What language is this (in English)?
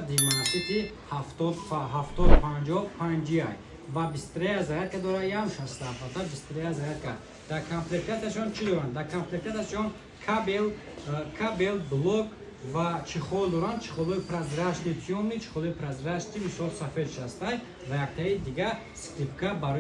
Tajik